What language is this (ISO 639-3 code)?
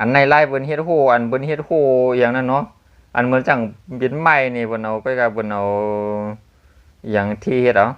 shn